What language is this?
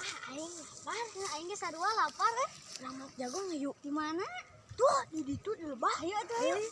Sundanese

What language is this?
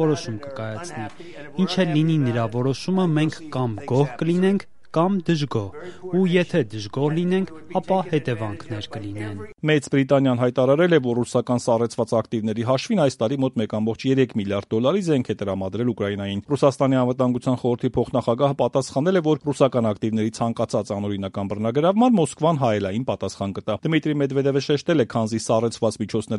Armenian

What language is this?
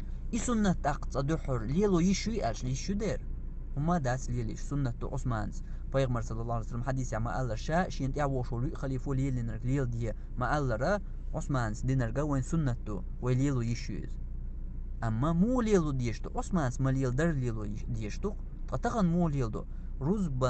Chechen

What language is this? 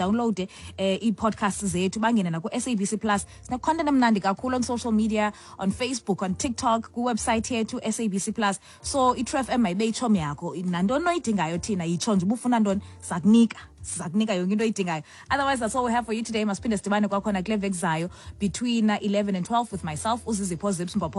Xhosa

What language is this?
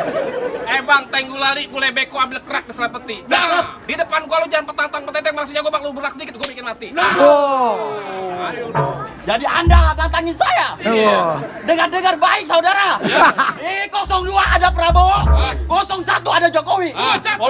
Betawi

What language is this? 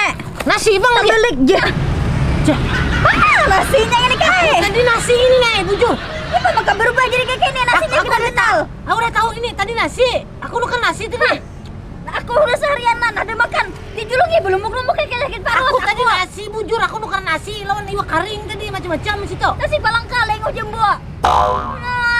Banjar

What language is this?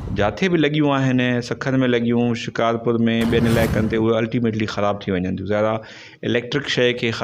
Sindhi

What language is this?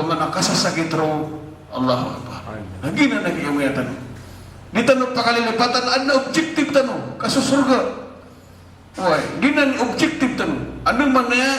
Maranao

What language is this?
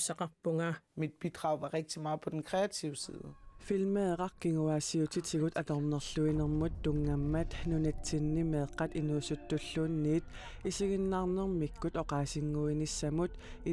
Kalaallisut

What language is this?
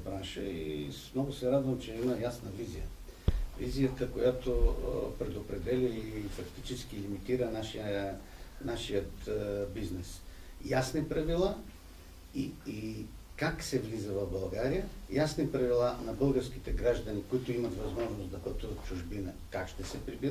Bulgarian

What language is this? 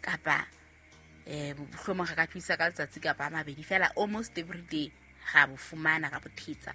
Southern Sotho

